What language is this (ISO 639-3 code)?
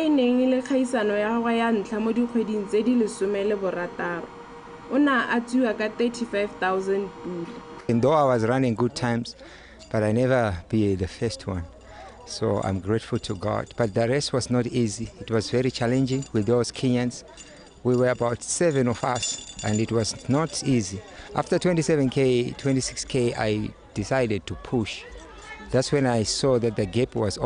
tsn